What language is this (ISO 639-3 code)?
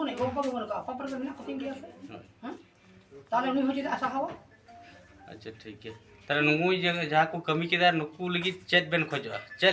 sat